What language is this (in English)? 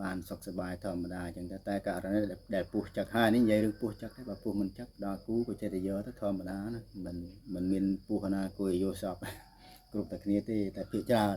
Khmer